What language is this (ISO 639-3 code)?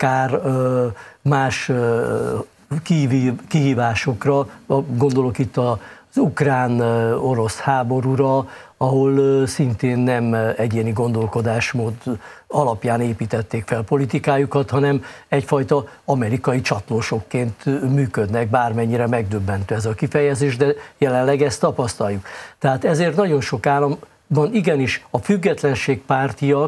hun